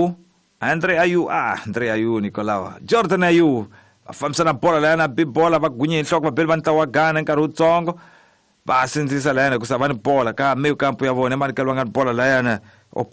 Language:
Tsonga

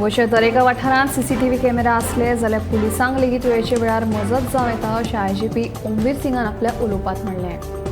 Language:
Konkani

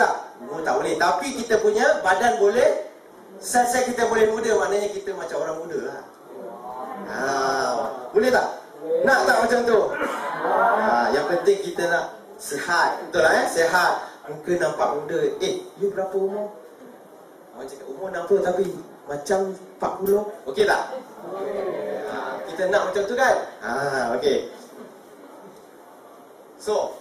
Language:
Malay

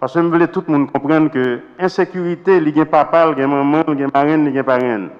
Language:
Haitian Creole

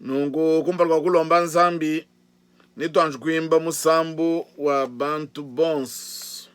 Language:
Luba-Lulua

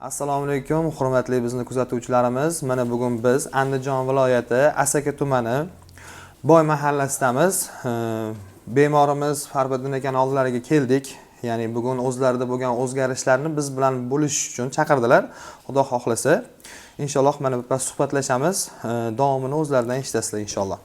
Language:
Uzbek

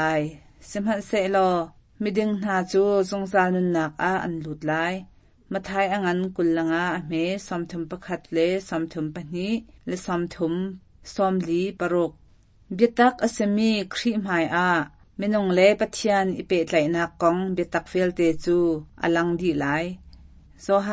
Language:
Hakha Chin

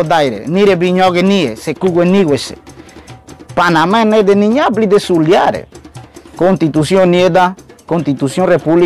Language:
Ngäbere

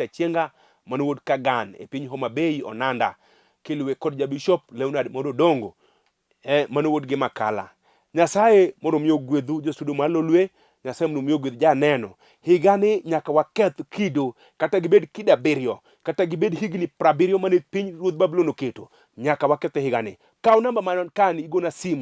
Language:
Luo (Kenya and Tanzania)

